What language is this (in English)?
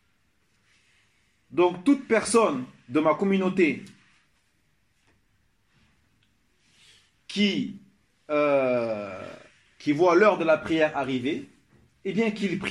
French